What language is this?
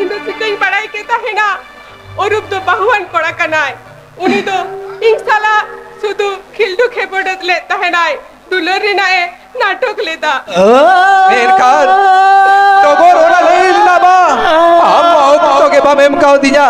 Santali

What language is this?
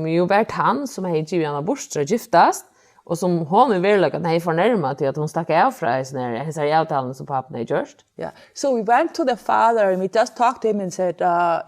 Faroese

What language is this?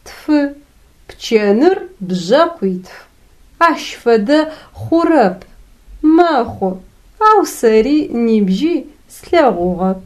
Adyghe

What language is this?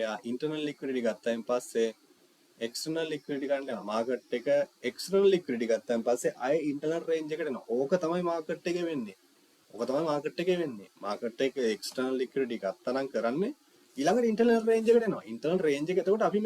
Sinhala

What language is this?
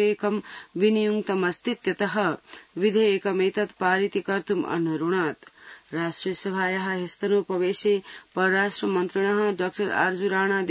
Sanskrit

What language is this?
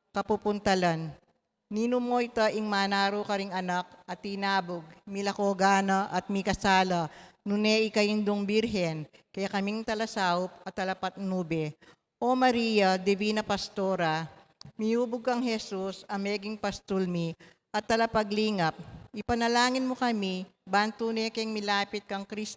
Pampanga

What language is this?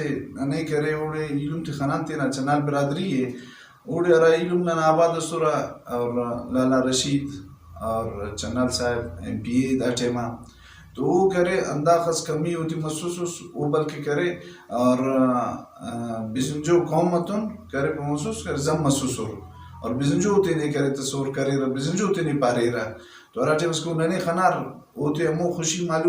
Brahui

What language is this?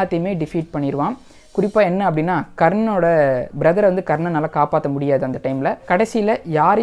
Tamil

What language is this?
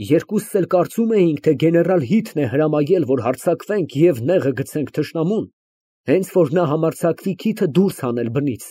Armenian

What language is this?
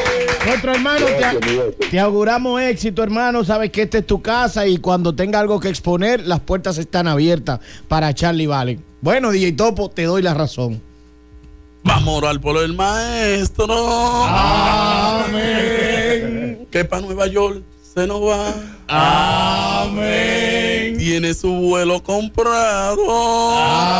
Spanish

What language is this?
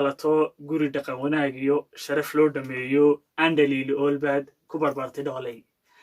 Somali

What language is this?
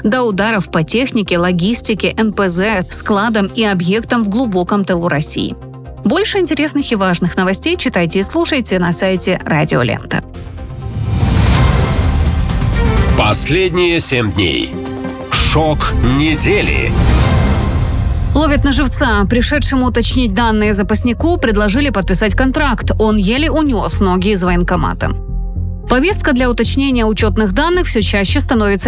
Russian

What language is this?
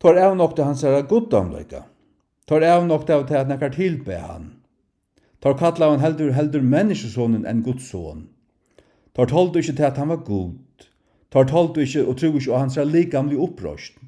Faroese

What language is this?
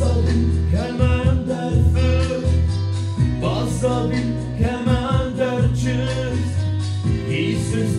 Ossetic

